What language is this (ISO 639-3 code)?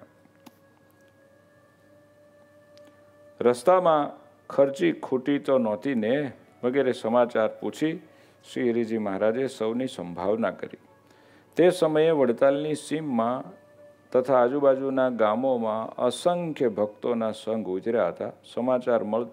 guj